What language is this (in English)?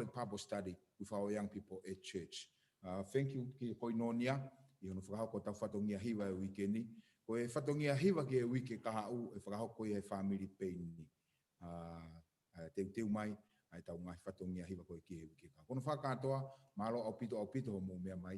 Tongan